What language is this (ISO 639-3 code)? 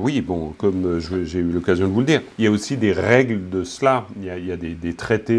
fra